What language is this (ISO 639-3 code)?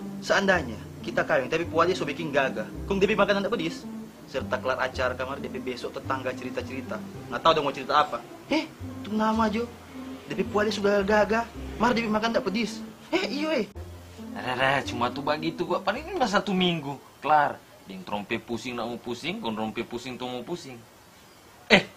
xmm